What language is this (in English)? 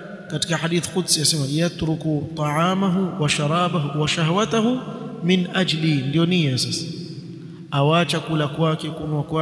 Swahili